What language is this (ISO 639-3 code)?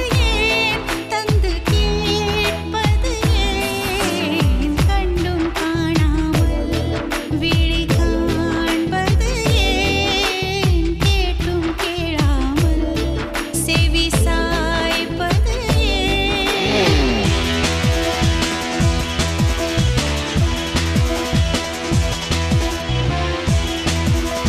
tam